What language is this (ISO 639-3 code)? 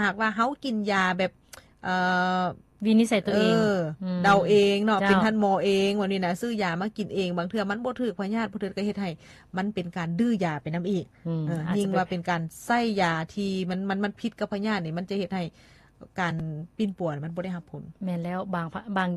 lao